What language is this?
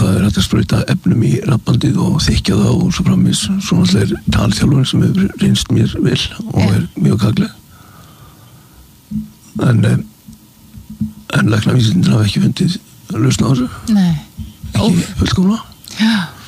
Icelandic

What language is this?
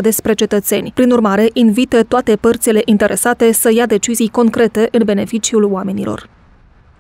Romanian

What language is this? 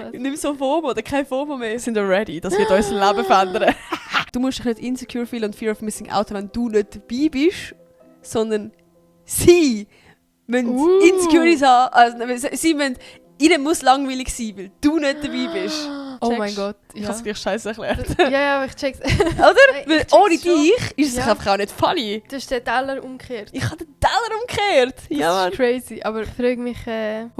Swiss German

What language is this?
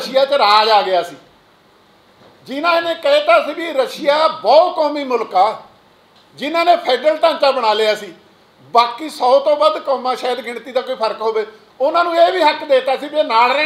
Punjabi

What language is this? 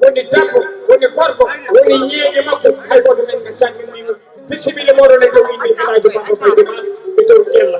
Fula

